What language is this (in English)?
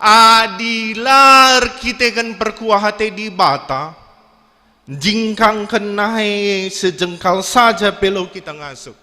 Batak Karo